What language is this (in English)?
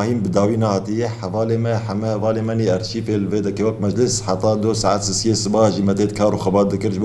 Kurdish